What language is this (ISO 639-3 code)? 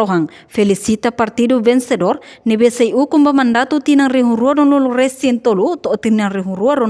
tet